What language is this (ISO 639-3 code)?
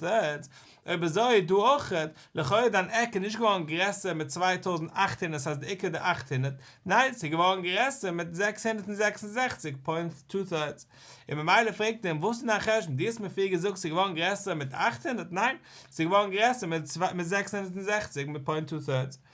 yid